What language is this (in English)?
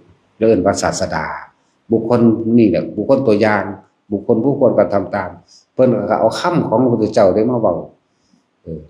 Lao